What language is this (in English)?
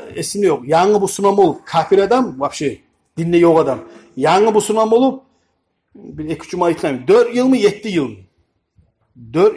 Kumyk